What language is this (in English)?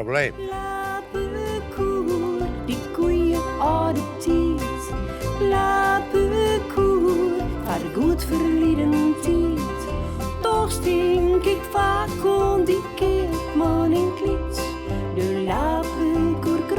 Western Frisian